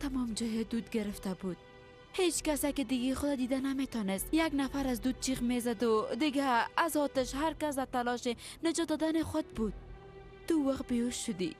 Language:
Persian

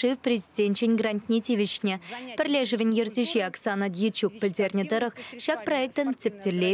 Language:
Chuvash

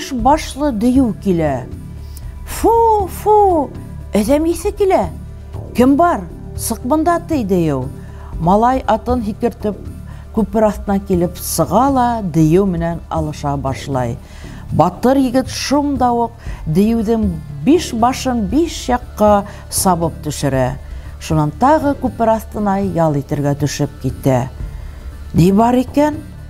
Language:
Bashkir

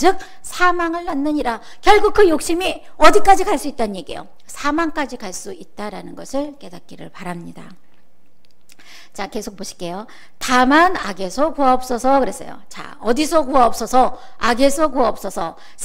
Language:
Korean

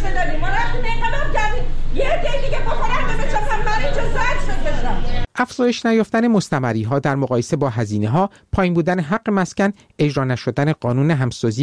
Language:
Persian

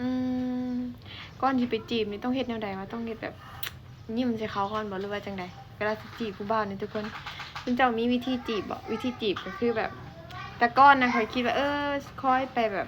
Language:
Lao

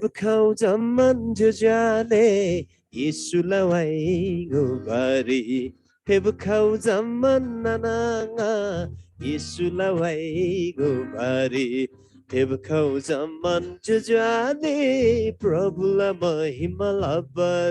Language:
Eastern Tamang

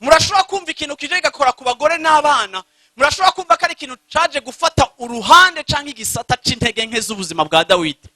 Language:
Rundi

